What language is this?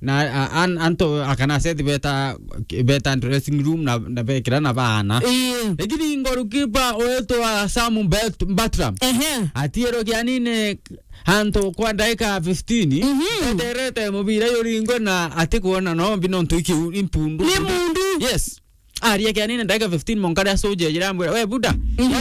Meru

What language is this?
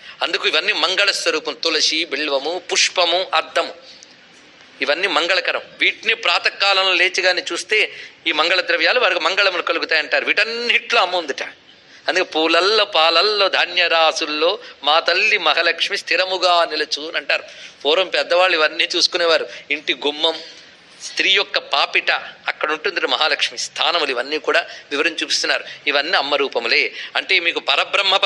Telugu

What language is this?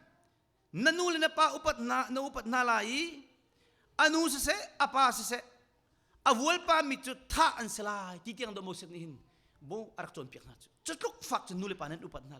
Hakha Chin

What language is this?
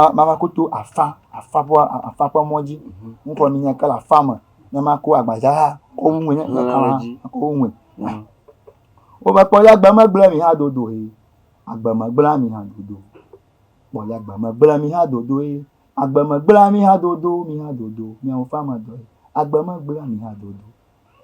Ewe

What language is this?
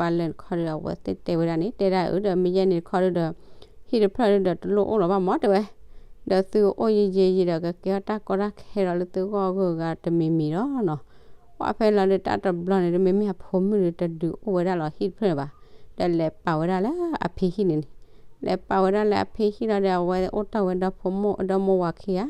S'gaw Karen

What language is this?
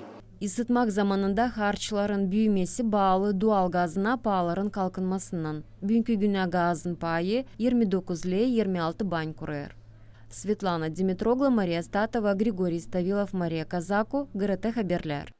Gagauz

